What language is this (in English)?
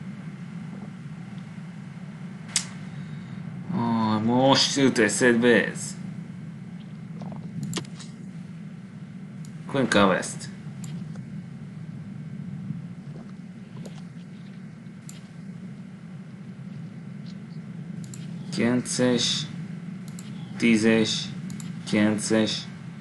Hungarian